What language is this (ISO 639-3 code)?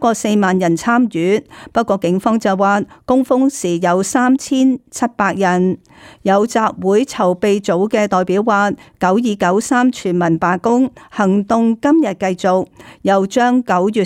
yue